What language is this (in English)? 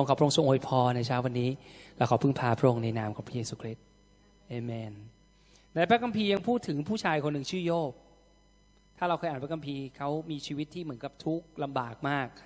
Thai